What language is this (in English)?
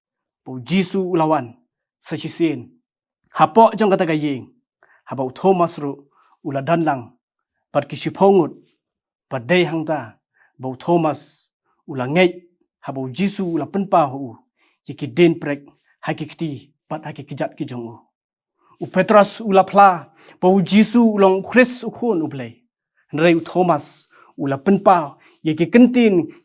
Khasi